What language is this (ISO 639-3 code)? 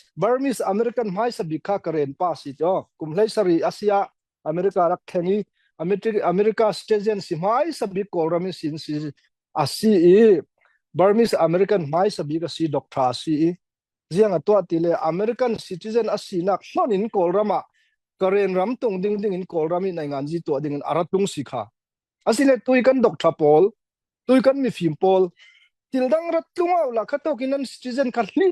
cfm